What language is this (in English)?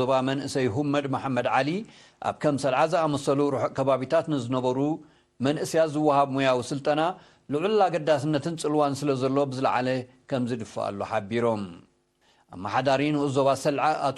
Tigrinya